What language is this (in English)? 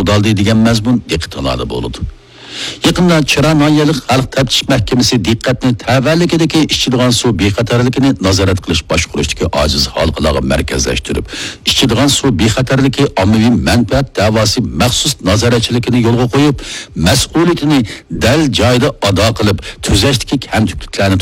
Uyghur